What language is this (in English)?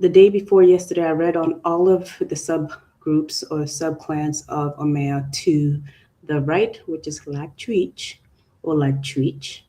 Acoli